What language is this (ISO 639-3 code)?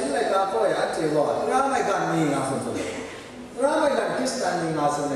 kac